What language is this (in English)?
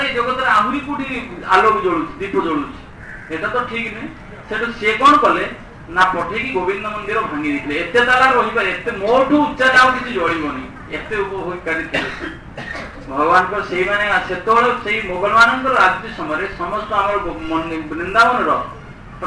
Odia